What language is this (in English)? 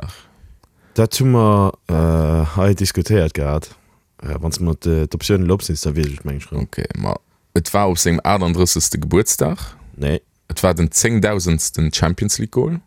Luxembourgish